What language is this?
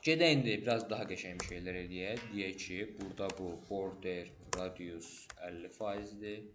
Azerbaijani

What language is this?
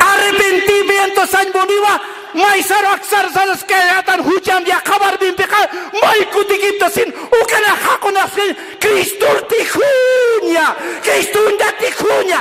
Aymara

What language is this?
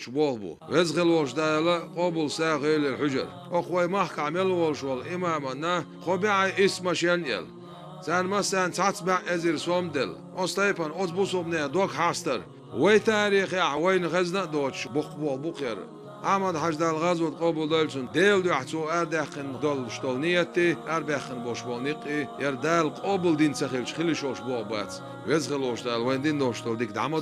Chechen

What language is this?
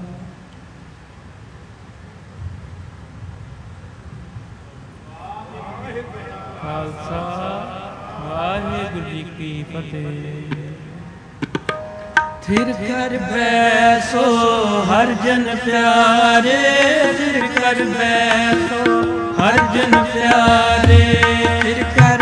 Punjabi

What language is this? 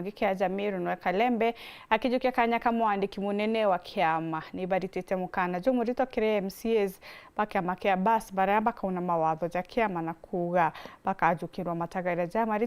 Meru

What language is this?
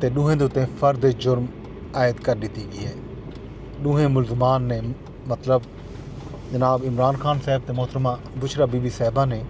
Saraiki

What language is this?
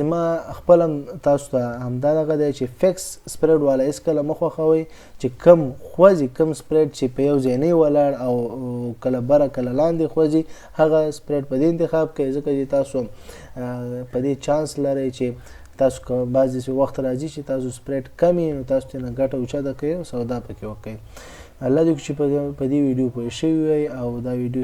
Pashto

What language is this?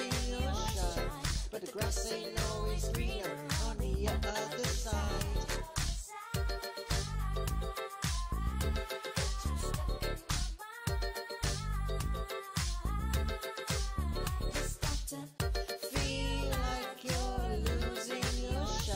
English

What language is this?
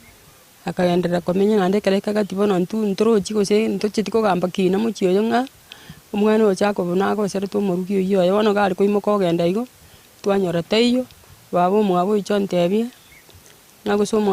Gusii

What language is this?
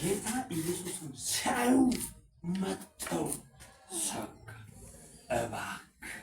Amharic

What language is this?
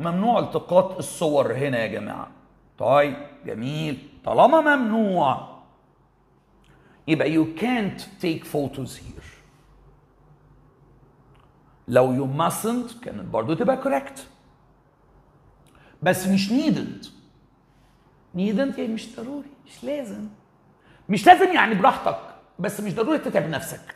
Egyptian Arabic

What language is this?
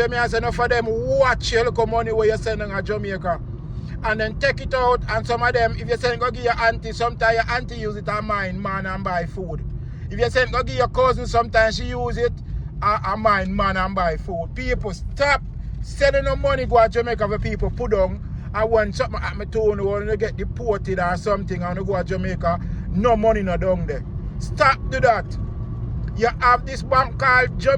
Jamaican Creole English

